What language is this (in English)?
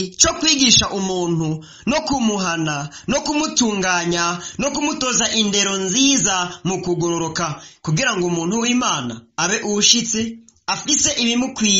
Rundi